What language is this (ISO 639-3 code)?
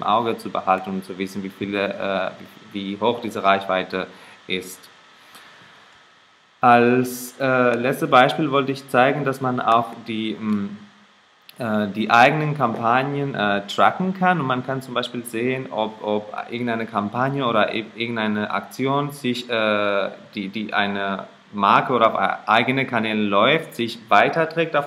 deu